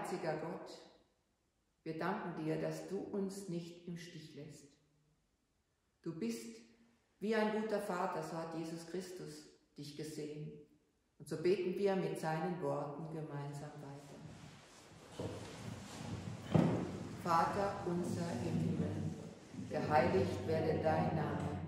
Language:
German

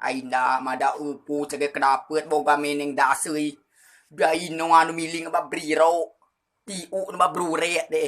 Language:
Rejang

